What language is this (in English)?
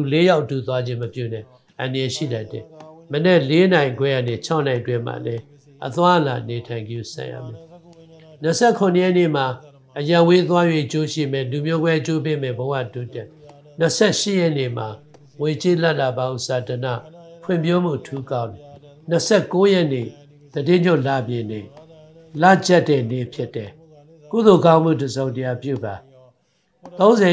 Burmese